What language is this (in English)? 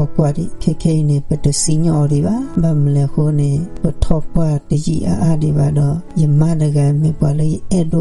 S'gaw Karen